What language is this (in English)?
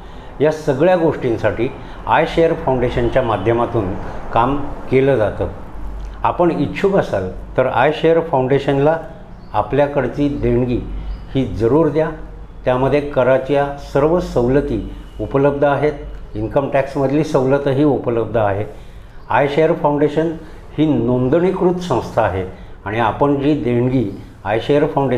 Marathi